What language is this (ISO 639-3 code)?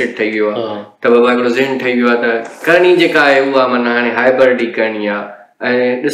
snd